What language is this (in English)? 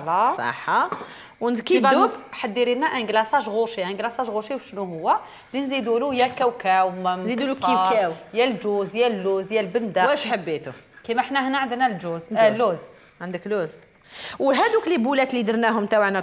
Algerian Arabic